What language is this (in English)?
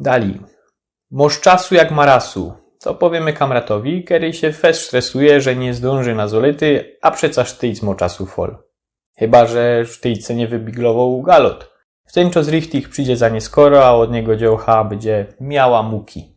Silesian